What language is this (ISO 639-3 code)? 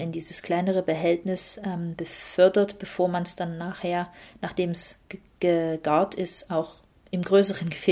deu